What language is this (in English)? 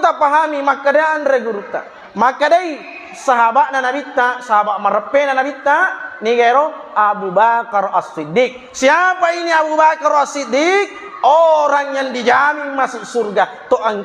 Buginese